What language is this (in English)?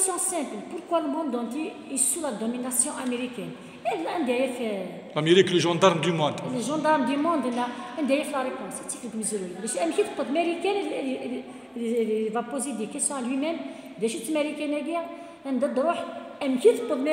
Kabyle